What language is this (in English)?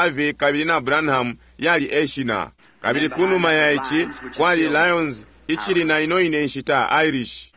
Bemba